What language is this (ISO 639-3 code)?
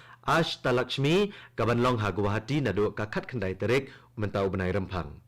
kha